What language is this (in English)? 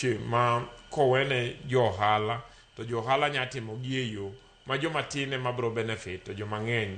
Luo (Kenya and Tanzania)